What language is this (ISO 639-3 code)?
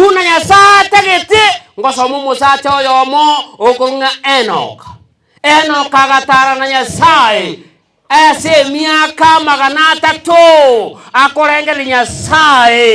guz